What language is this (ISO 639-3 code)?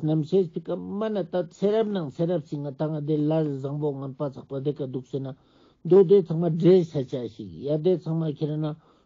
lbj